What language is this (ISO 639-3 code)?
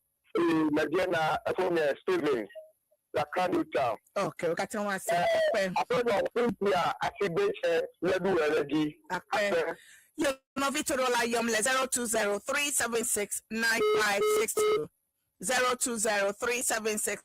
ewe